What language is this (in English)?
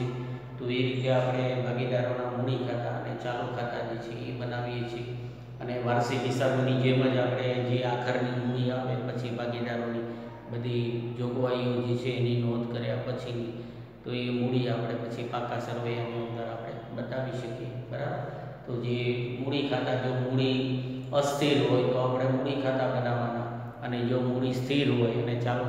Gujarati